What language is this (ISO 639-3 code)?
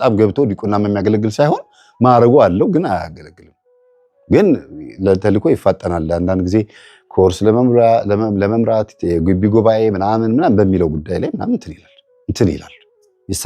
amh